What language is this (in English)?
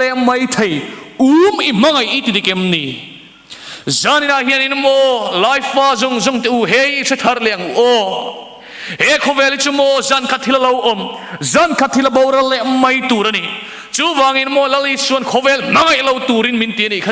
Mizo